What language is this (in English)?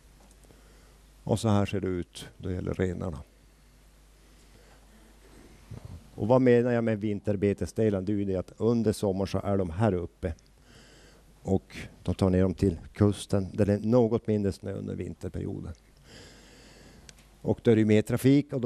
Swedish